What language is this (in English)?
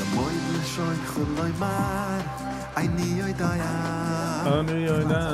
Yiddish